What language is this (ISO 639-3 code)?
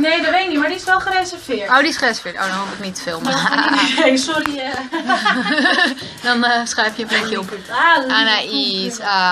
nld